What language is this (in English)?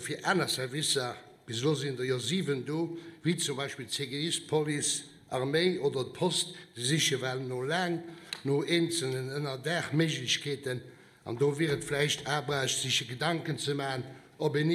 Luxembourgish